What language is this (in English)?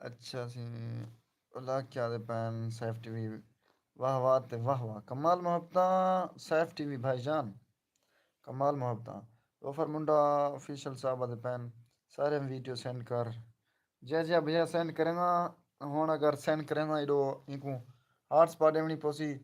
Saraiki